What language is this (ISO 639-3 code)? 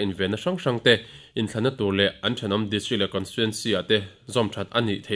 lus